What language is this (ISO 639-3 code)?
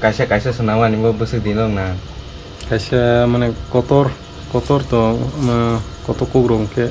trp